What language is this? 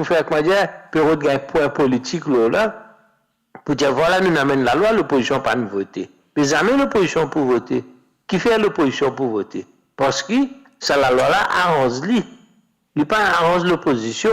Morisyen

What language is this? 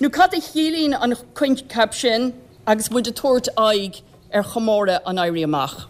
Irish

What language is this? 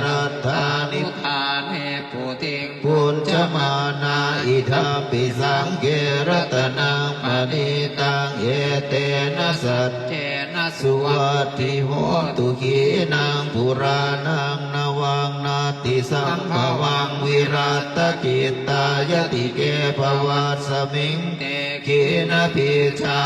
Pali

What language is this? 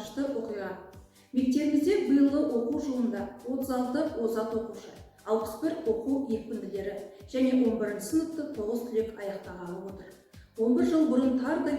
Kazakh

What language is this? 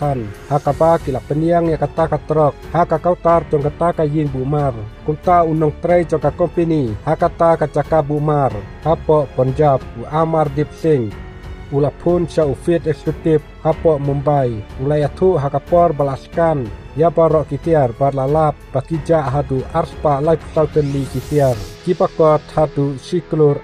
Khasi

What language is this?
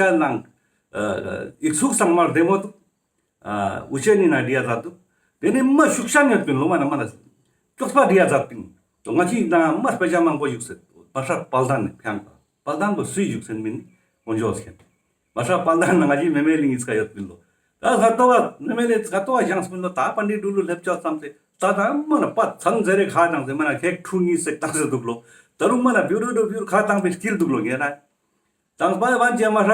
Ladakhi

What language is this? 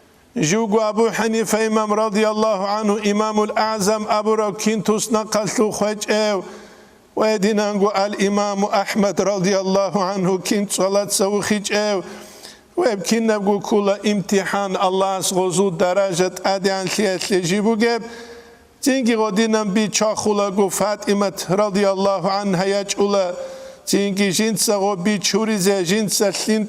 Avaric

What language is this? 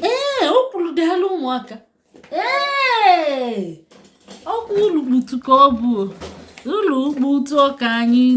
Igbo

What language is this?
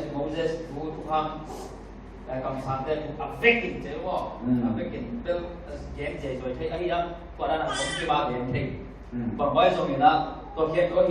Tedim Chin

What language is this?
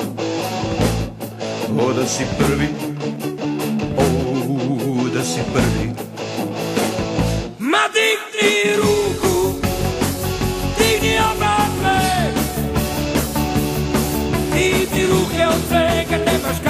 Serbian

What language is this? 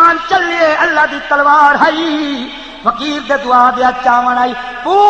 Saraiki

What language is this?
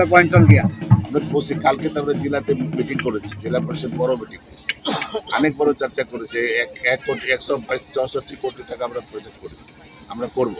Santali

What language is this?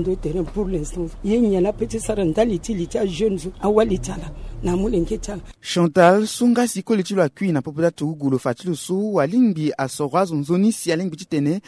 Sango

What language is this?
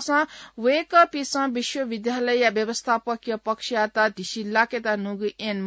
Newari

